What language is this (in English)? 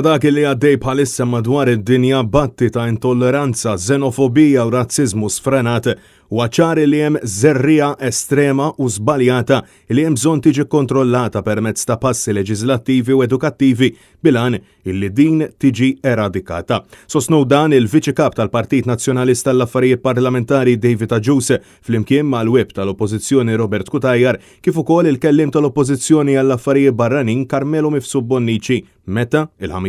Maltese